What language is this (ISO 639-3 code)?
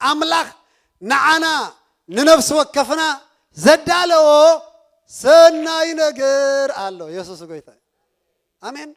tir